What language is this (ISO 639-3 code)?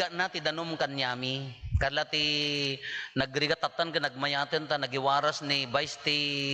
ilo